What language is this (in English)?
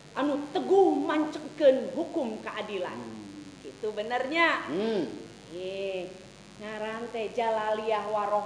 Sundanese